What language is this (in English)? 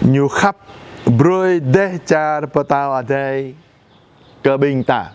Jarai